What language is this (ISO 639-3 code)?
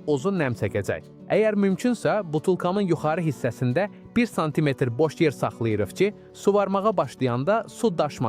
aze